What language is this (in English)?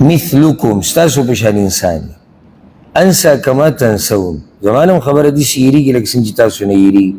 Pashto